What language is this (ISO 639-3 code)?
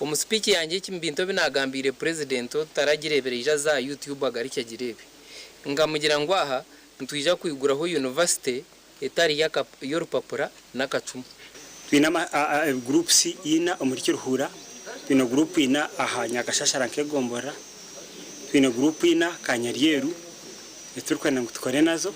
nyn